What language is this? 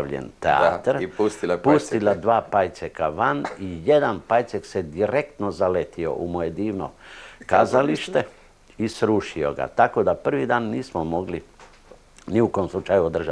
Croatian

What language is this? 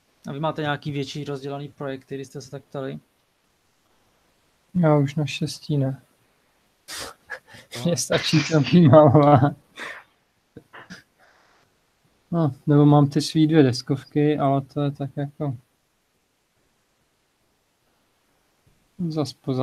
Czech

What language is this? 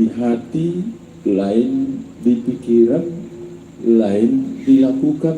Batak Simalungun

